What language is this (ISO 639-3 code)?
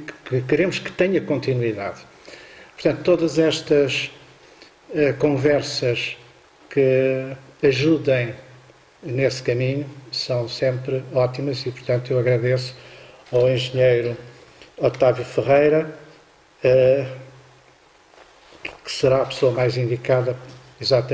por